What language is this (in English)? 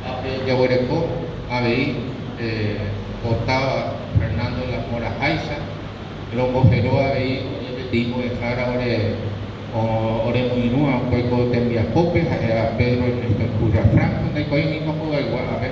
Guarani